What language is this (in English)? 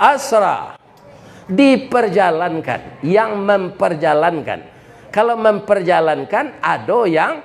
Minangkabau